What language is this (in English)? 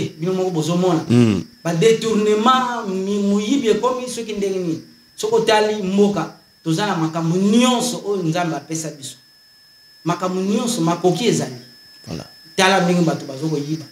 Lingala